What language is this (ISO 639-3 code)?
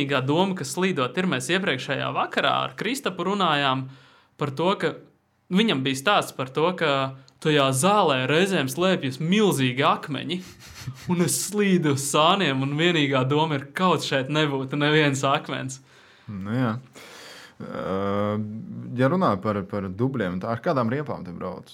lav